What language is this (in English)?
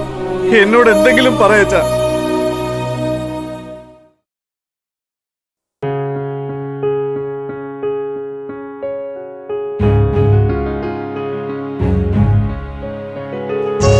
Malayalam